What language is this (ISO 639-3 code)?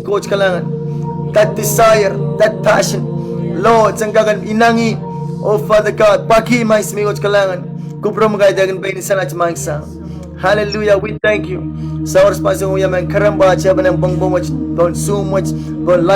pon